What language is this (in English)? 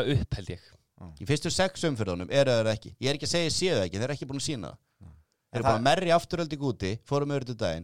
Icelandic